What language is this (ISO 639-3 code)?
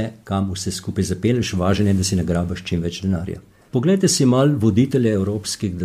slv